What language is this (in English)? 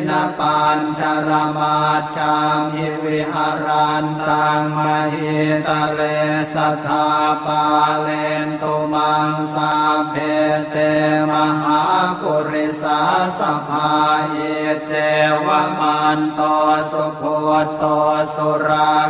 Pali